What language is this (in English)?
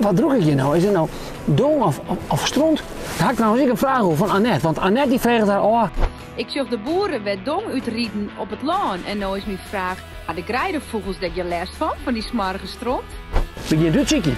Western Frisian